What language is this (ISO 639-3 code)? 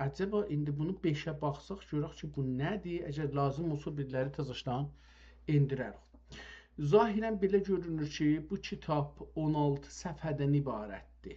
azb